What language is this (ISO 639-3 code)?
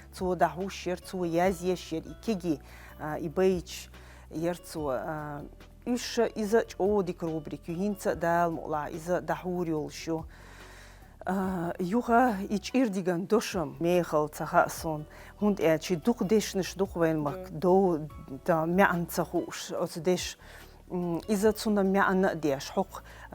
che